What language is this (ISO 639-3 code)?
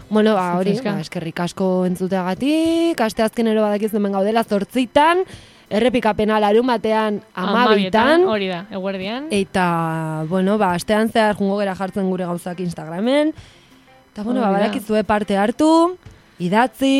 eus